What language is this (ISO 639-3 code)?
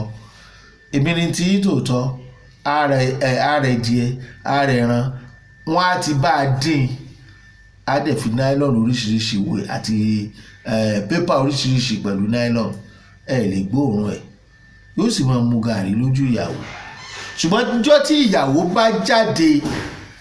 yor